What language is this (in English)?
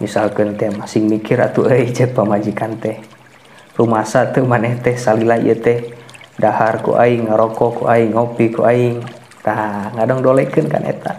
Sundanese